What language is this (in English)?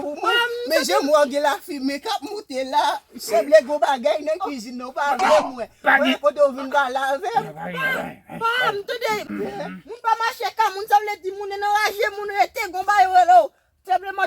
Haitian Creole